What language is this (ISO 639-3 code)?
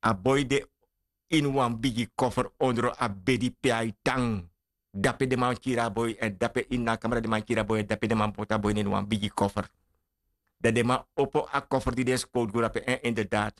srn